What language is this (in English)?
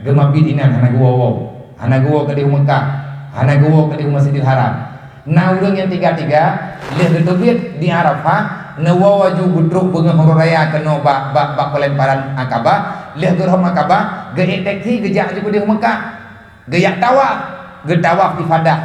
Achinese